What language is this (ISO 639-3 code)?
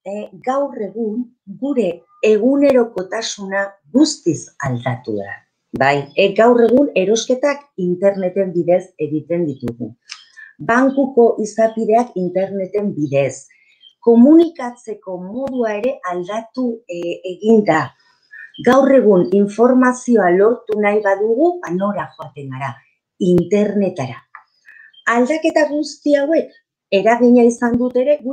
eus